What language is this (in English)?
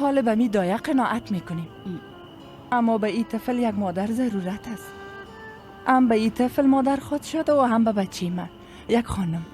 Persian